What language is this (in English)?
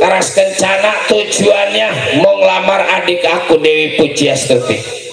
Betawi